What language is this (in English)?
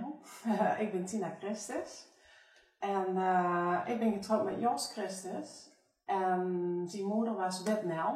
Limburgish